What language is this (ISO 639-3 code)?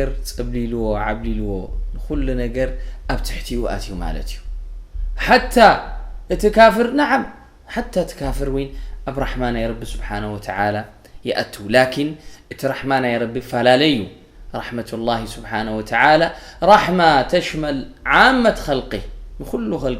tir